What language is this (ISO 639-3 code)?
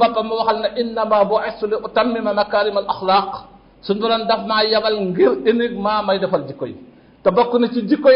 wol